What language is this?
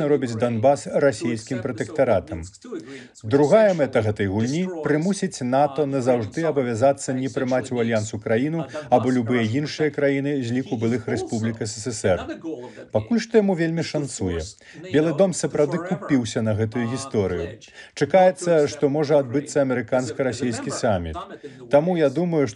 Belarusian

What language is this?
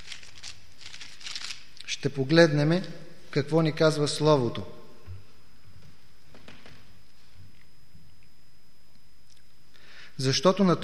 Bulgarian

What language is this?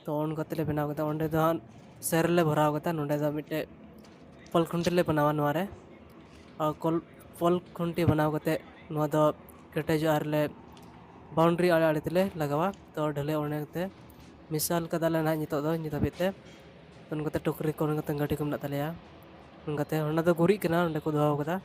Santali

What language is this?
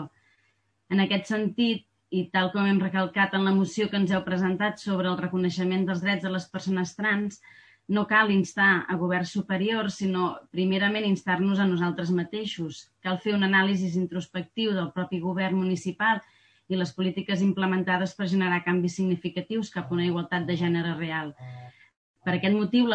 Catalan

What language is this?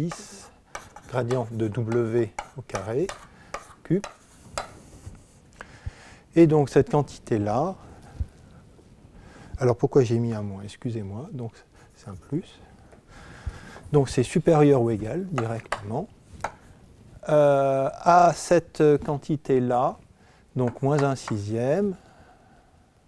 French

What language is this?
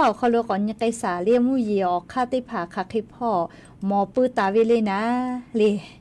Lahu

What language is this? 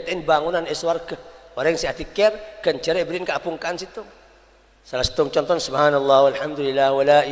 Madurese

